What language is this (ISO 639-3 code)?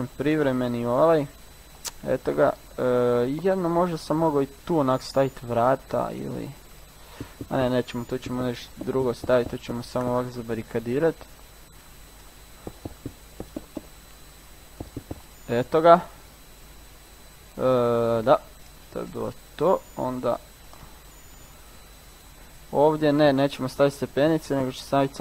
hrv